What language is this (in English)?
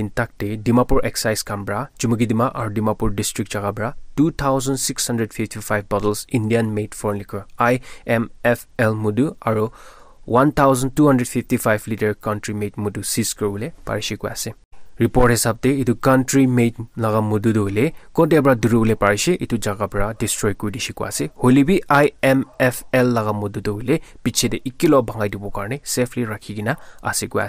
Naga Pidgin